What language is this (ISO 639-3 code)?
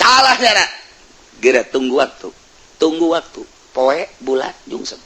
sun